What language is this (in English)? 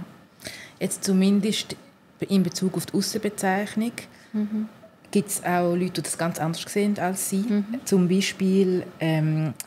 Swiss German